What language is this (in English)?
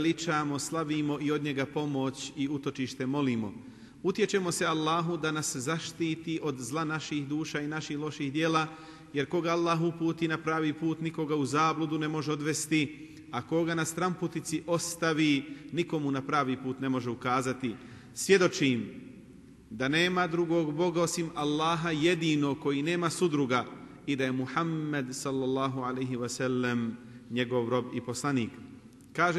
Bosnian